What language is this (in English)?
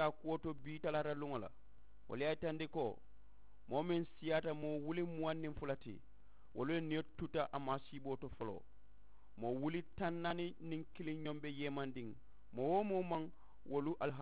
Mandingo